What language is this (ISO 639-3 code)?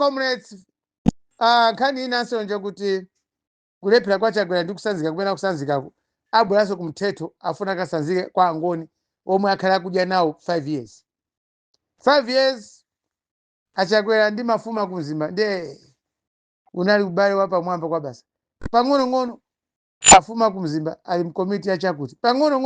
nya